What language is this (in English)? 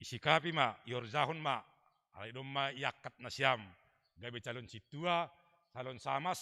Batak Simalungun